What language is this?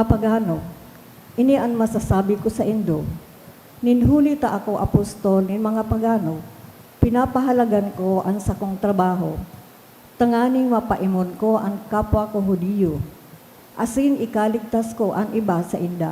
Bikol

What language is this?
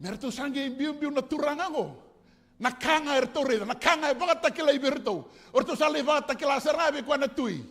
Fijian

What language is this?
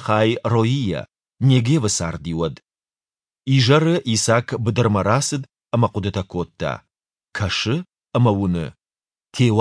Ossetic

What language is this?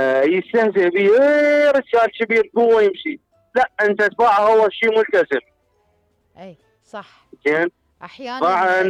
Mesopotamian Arabic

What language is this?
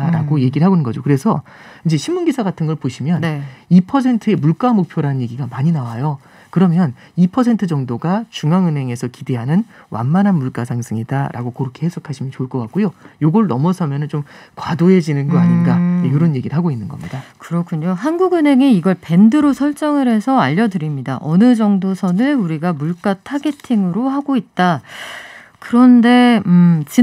Korean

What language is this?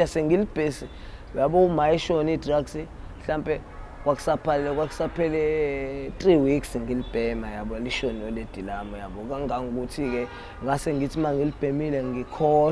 Zulu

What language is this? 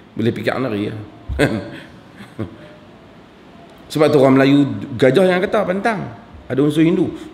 Malay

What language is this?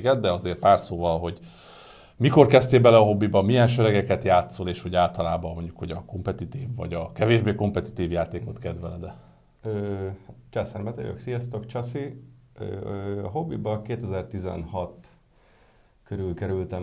Hungarian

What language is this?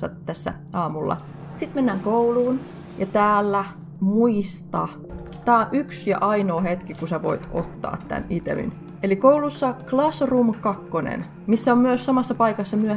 Finnish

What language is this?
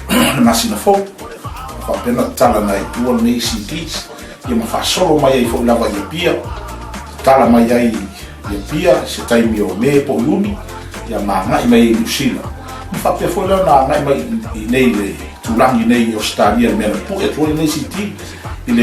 Samoan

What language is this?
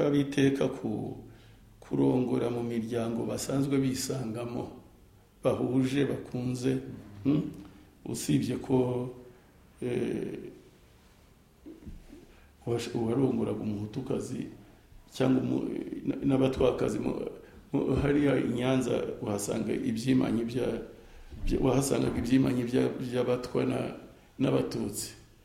Kinyarwanda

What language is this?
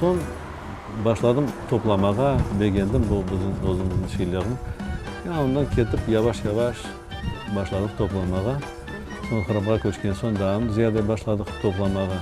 Crimean Tatar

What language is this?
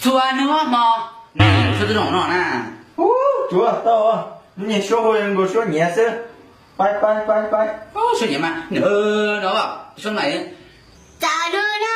Hmong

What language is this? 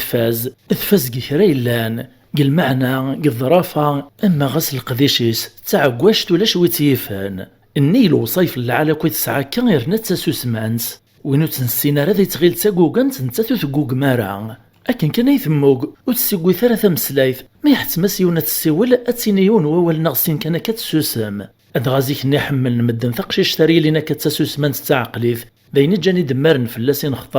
Kabyle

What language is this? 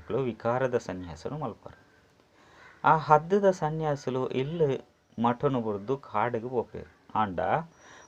Tulu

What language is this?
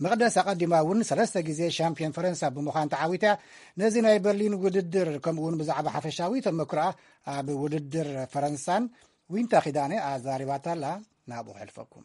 Tigrinya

